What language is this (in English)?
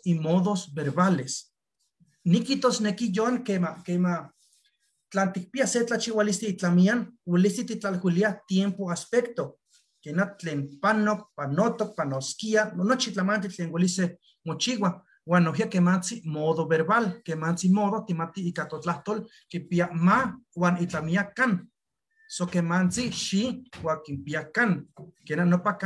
Eastern Huasteca Nahuatl